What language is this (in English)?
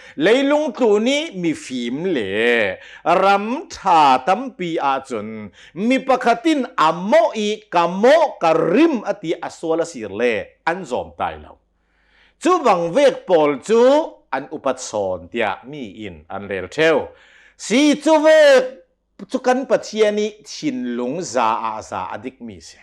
Hakha Chin